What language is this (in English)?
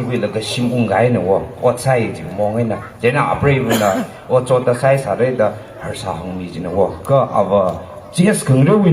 Tangkhul Naga (India)